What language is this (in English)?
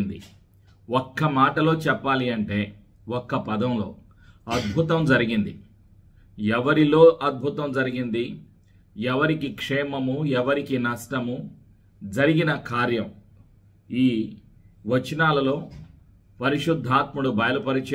Telugu